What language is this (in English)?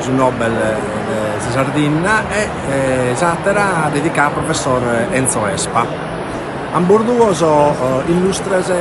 Sardinian